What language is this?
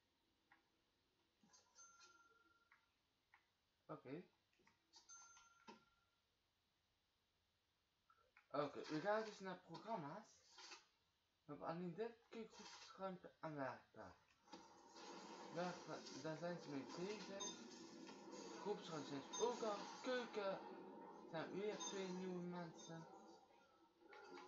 Dutch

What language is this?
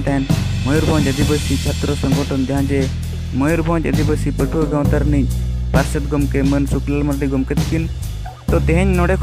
Santali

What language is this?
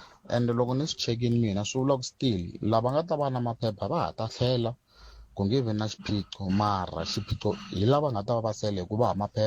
Tsonga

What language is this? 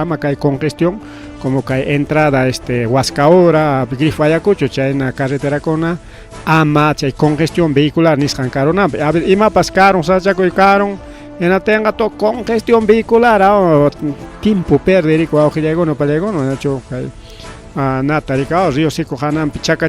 Ayacucho Quechua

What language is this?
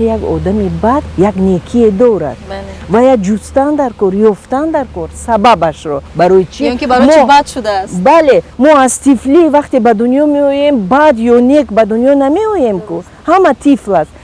Tajik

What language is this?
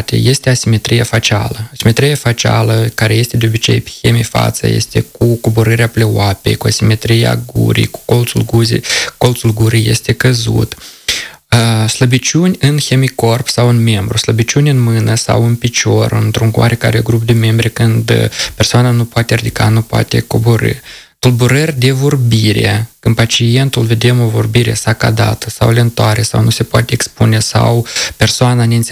Romanian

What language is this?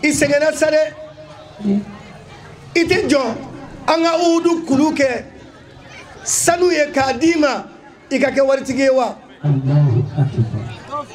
Bambara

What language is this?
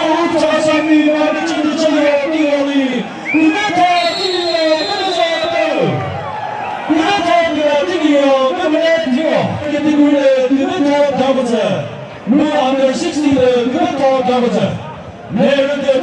Chokri Naga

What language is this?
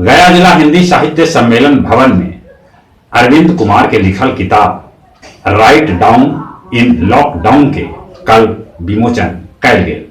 Magahi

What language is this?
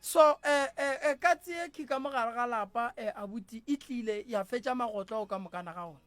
Northern Sotho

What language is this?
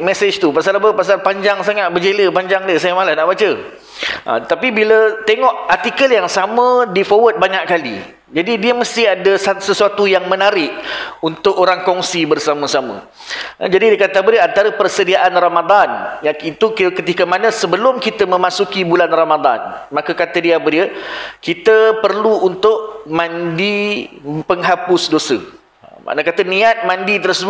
Malay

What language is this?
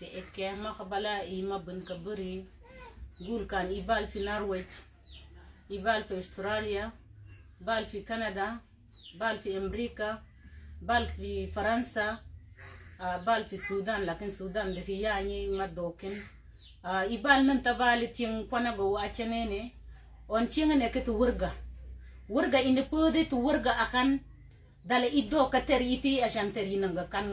Mabaan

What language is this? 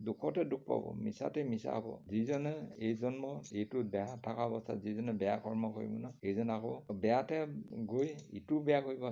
Assamese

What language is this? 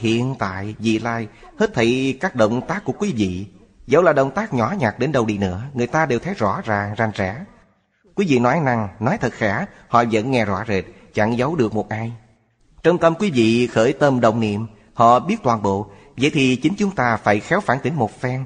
Vietnamese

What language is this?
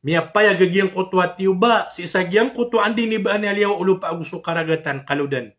Maranao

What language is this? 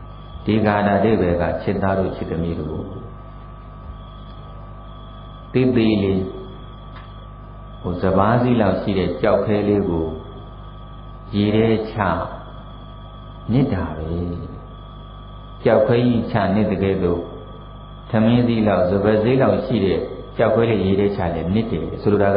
Burmese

